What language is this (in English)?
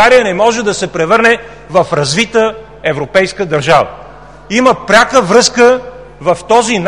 Bulgarian